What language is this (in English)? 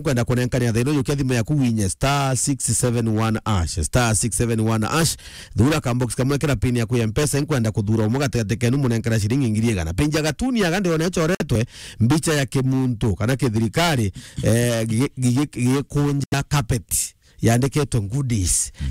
Meru